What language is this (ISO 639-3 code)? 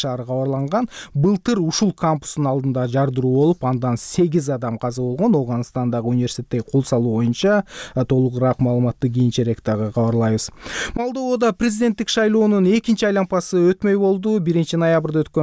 kir